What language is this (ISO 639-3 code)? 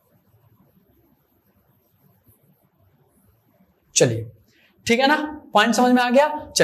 hin